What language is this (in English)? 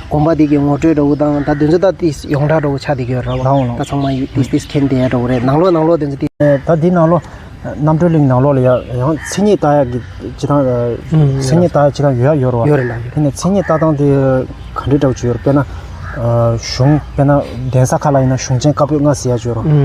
Tibetan